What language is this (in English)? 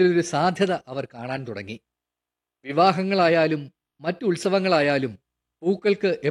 Malayalam